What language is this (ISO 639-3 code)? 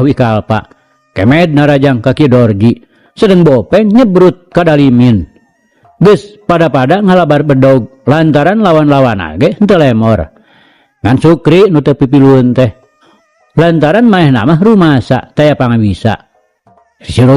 sun